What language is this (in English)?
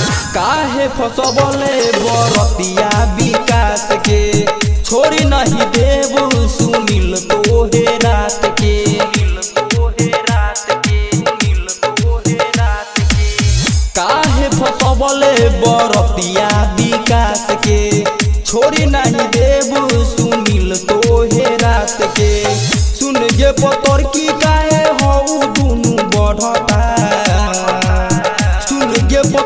Bhojpuri